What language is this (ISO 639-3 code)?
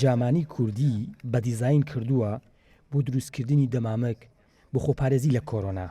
ckb